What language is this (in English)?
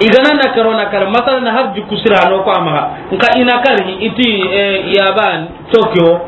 Soninke